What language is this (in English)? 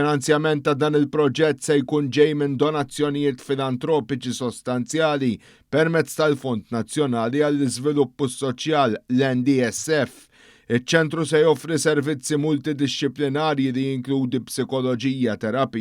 Maltese